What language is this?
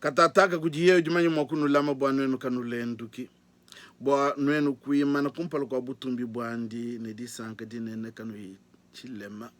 Luba-Lulua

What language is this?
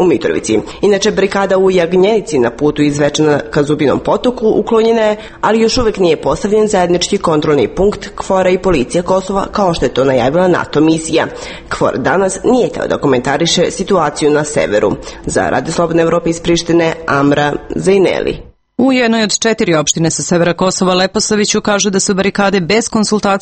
Serbian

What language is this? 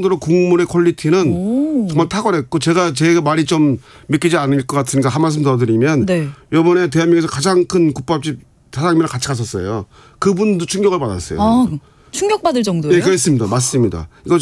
Korean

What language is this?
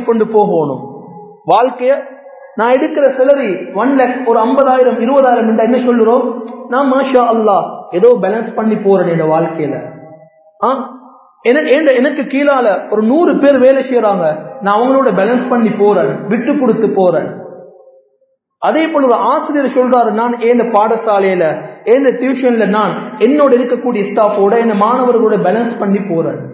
Tamil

